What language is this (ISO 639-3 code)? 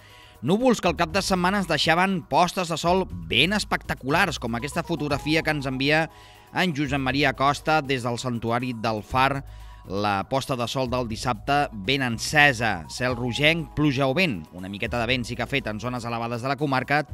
cat